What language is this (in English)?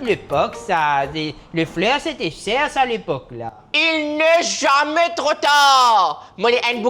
Morisyen